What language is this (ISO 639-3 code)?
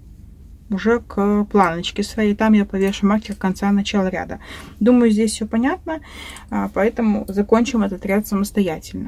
rus